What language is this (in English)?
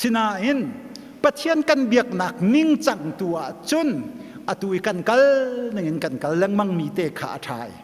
Hakha Chin